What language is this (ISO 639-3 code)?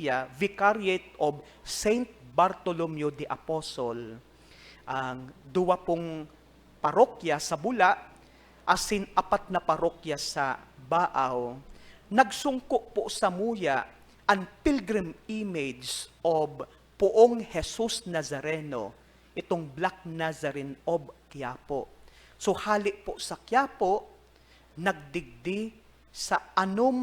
bik